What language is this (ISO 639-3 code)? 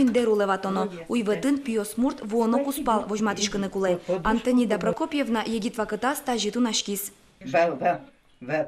udm